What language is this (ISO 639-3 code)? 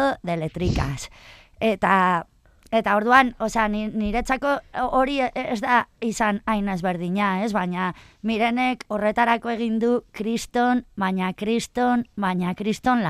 eus